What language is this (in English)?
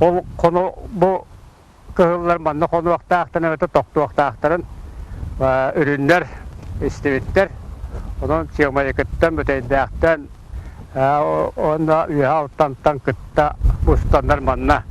Yakut